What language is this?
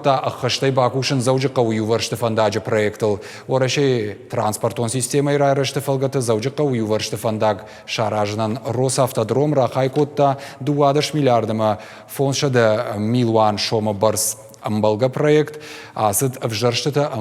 Ossetic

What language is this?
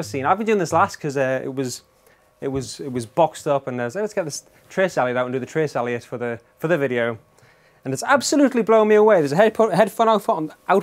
English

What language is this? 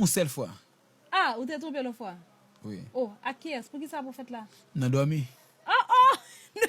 Haitian Creole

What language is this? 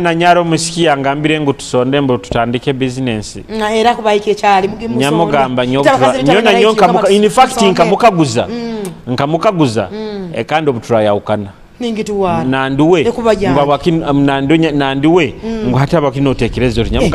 Nyoro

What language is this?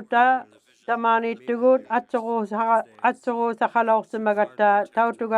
Inuktitut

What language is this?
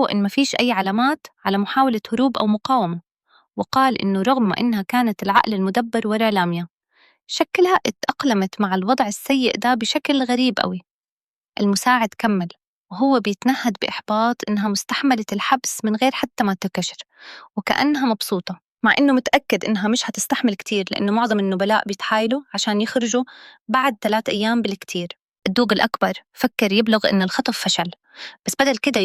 Egyptian Arabic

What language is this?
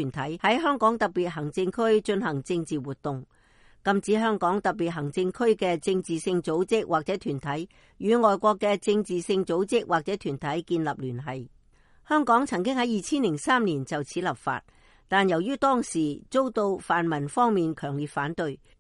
Cantonese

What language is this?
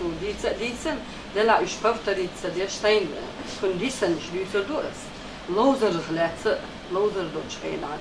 Chechen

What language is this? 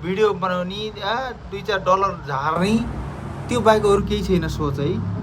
Nepali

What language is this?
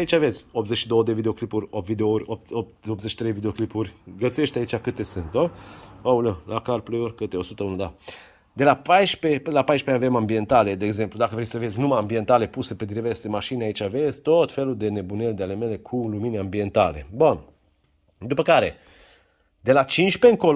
Romanian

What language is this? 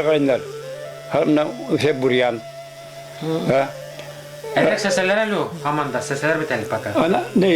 Bashkir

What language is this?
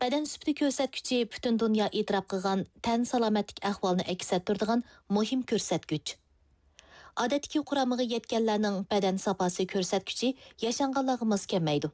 Uyghur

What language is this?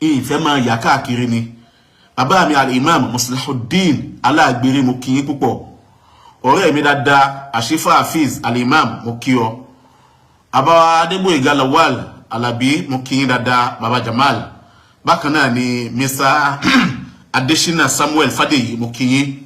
Yoruba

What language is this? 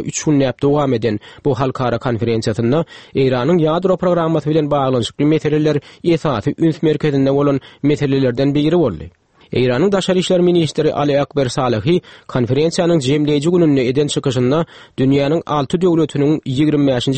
Turkmen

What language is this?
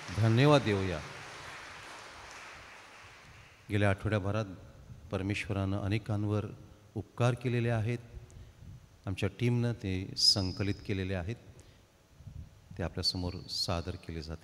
Marathi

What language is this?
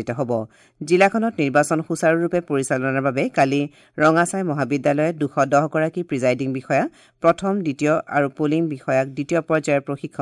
Assamese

